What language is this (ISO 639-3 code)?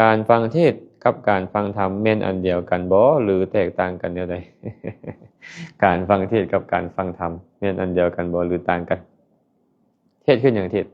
lao